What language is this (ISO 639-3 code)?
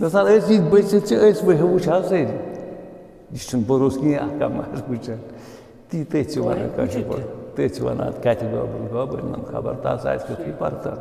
kas